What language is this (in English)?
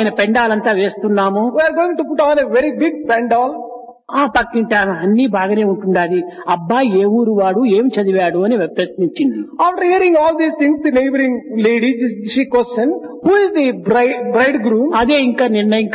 Telugu